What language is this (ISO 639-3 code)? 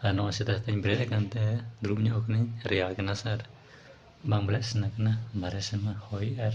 sat